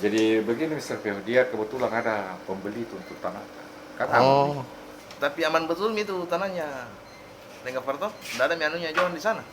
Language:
Makassar Malay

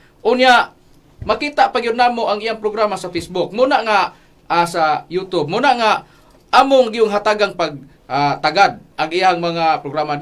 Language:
Cebuano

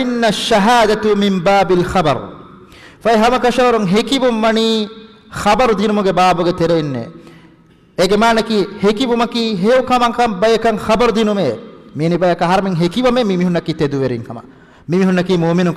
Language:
Divehi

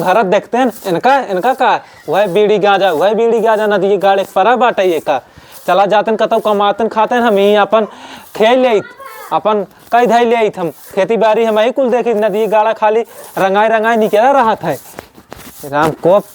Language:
Awadhi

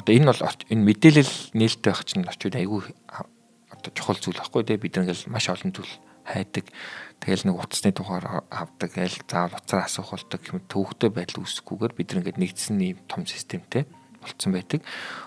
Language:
Mongolian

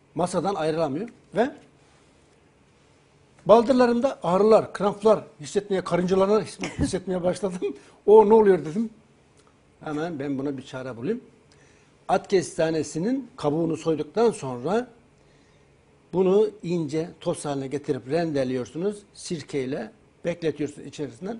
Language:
Turkish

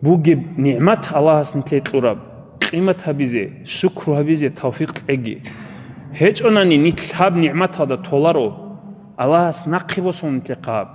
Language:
Avaric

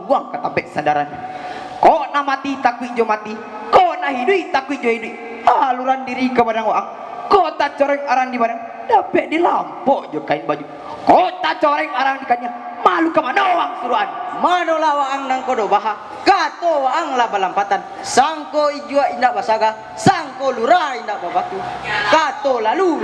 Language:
Minangkabau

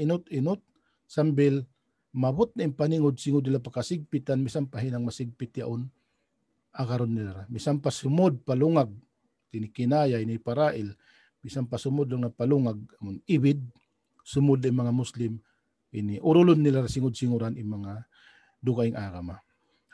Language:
Tausug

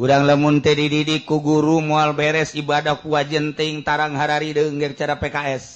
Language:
Sundanese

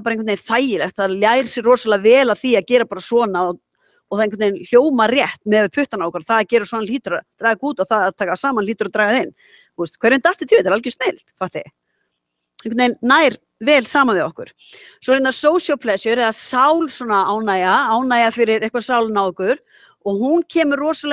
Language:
Icelandic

